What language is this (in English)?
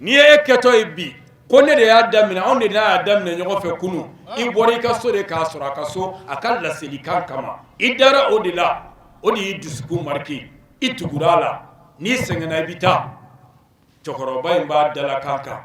Bambara